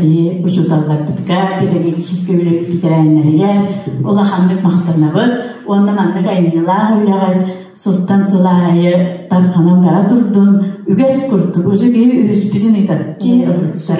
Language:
Yakut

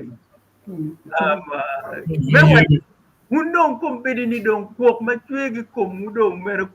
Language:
Acoli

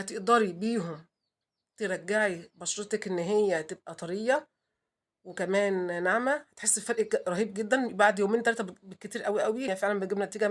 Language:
Egyptian Arabic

